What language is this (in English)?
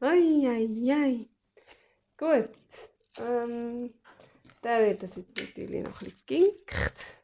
Swiss German